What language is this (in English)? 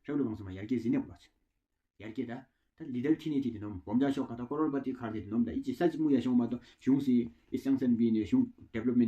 Tawang Monpa